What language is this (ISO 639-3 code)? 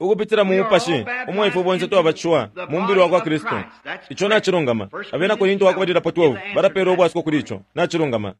bem